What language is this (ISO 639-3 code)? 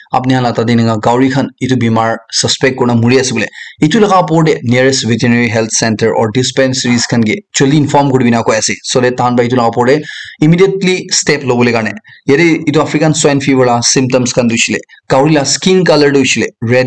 nag